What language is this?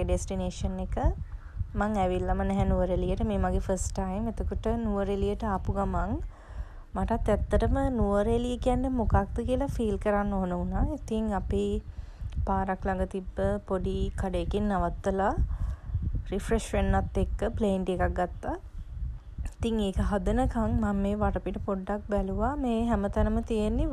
Sinhala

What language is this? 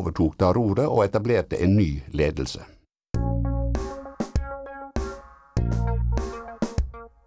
Norwegian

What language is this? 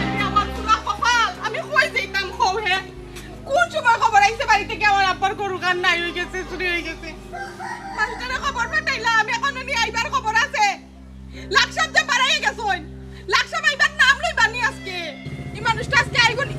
Sylheti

